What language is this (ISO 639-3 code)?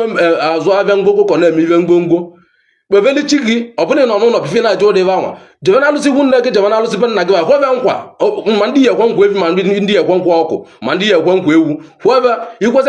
ibo